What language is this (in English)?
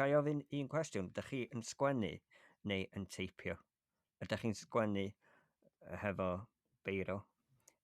Welsh